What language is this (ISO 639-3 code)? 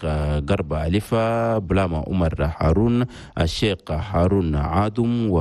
shu